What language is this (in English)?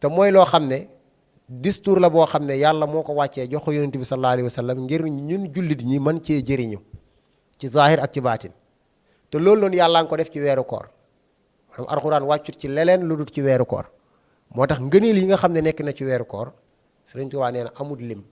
Wolof